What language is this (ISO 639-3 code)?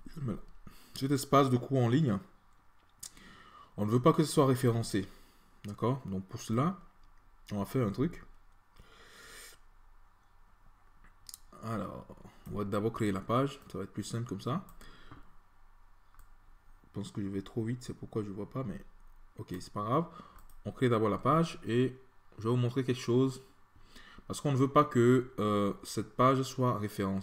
fra